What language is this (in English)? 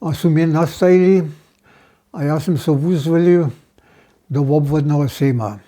Upper Sorbian